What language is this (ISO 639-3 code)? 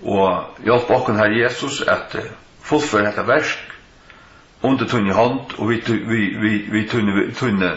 fao